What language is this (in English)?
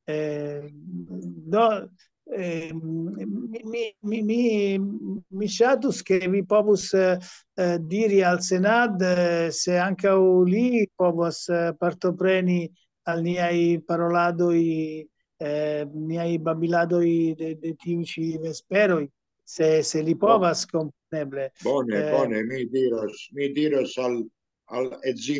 Esperanto